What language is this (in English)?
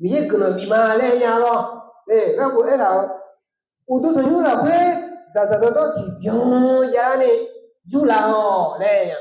Akha